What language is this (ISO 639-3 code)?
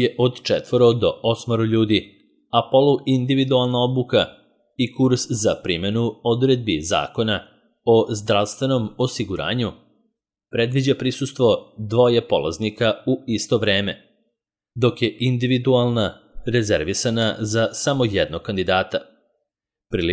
srp